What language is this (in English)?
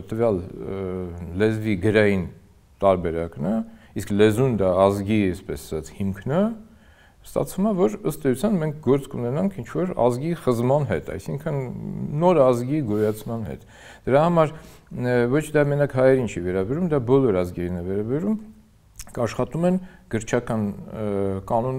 Armenian